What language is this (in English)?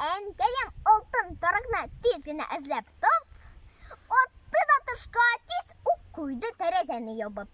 Tatar